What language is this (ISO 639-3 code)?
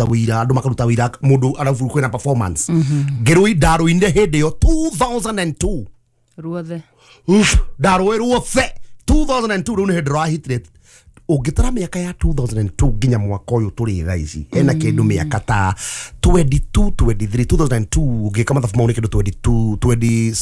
kik